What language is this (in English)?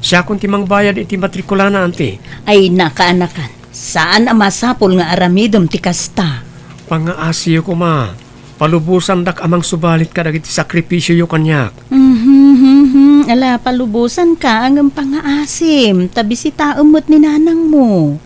Iloko